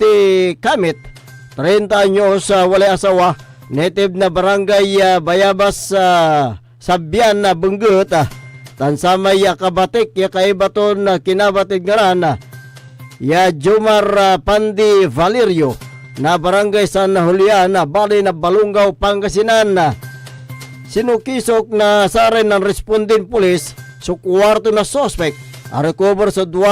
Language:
Pangasinan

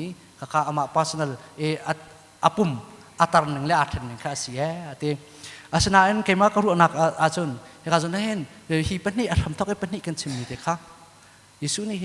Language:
Hakha Chin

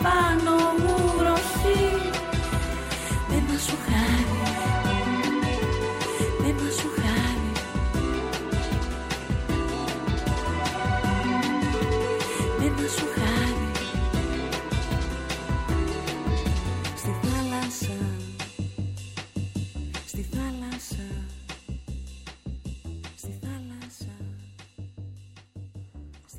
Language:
Greek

